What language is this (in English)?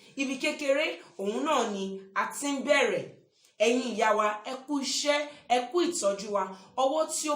Yoruba